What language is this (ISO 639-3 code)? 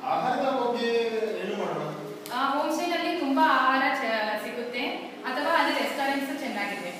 kan